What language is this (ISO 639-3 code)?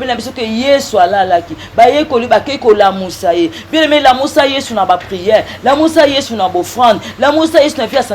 lin